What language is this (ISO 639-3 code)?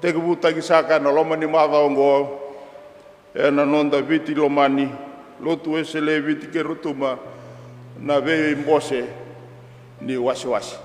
fij